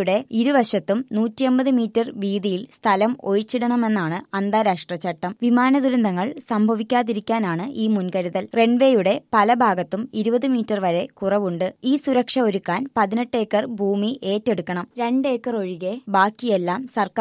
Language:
Malayalam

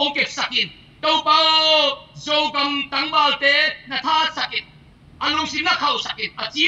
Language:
Tedim Chin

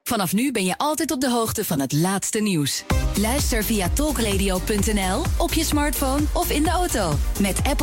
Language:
Dutch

